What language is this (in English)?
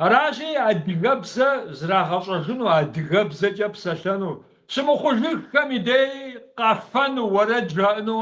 Kabardian